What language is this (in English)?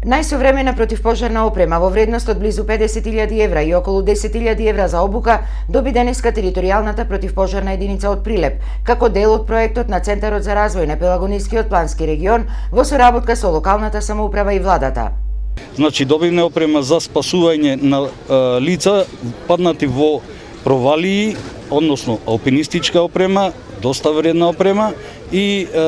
Macedonian